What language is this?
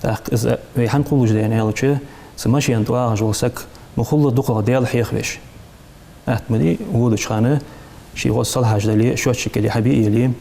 Ingush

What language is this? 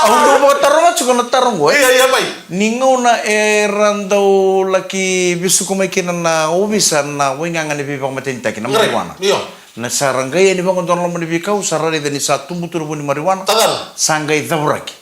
Fijian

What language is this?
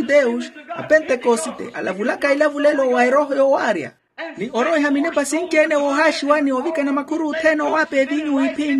Makhuwa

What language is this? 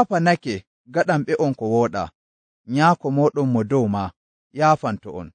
Nigerian Fulfulde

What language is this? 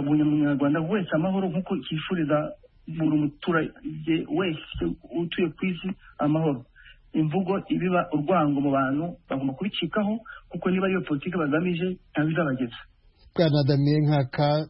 Kinyarwanda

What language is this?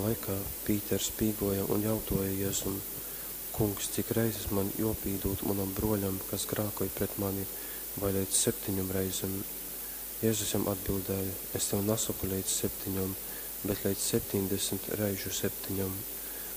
Latgalian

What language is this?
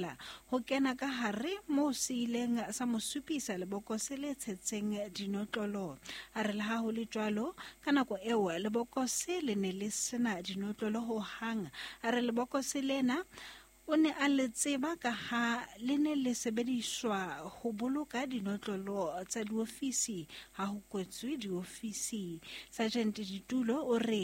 Southern Sotho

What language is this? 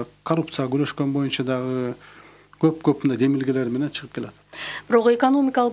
Kyrgyz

